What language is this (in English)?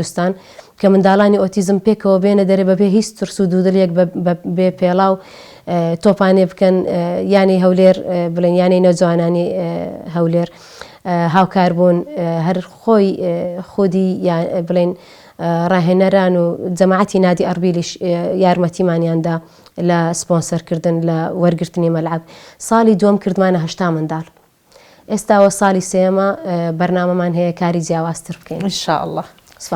Central Kurdish